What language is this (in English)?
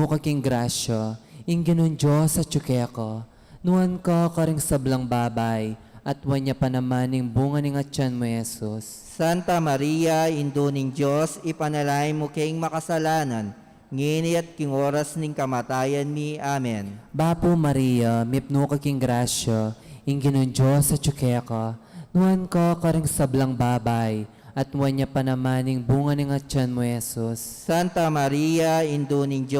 Pampanga